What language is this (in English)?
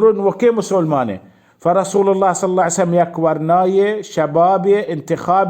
Baluchi